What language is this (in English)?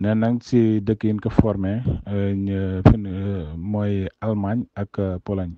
Wolof